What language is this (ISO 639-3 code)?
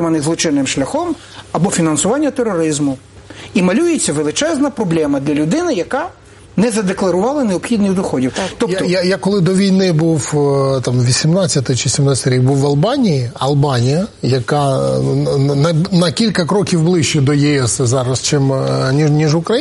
ukr